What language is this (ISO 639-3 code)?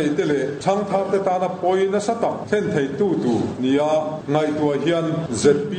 lus